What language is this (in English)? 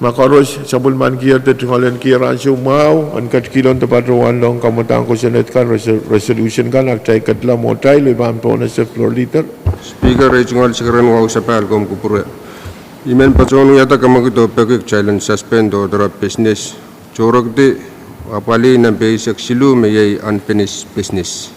Pohnpeian